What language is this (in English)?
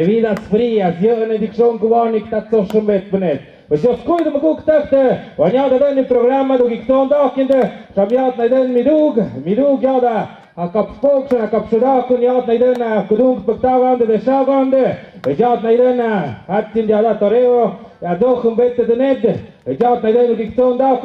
Tlahuitoltepec Mixe